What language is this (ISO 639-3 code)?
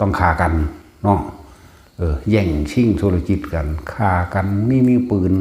lao